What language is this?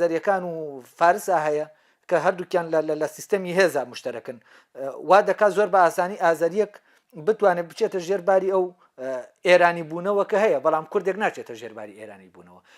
Central Kurdish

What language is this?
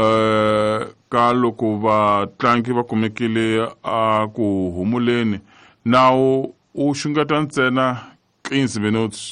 Tsonga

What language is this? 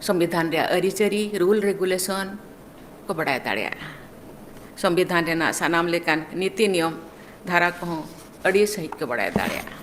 Santali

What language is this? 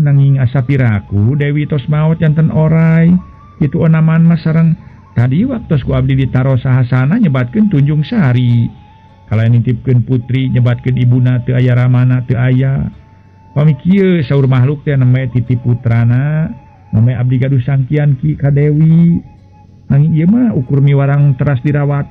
Sundanese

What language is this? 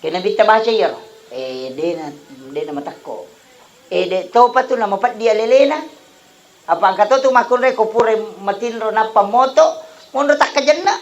Buginese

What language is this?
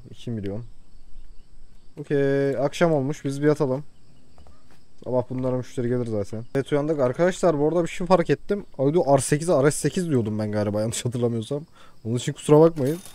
Turkish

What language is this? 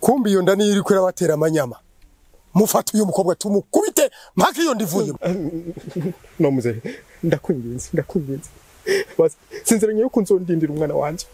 Rundi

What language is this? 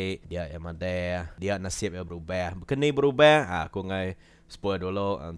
Iban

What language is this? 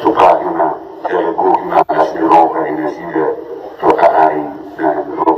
Batak Toba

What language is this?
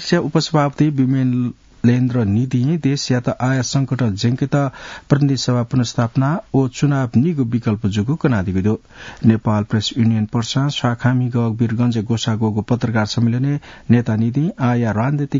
Newari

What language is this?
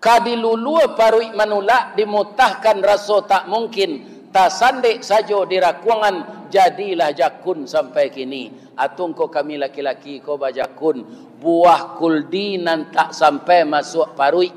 Minangkabau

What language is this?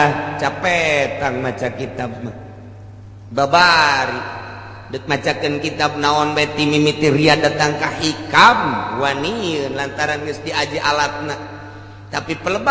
Sundanese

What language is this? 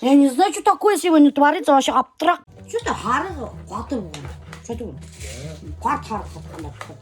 Bashkir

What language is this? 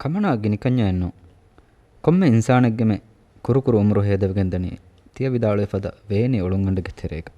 Divehi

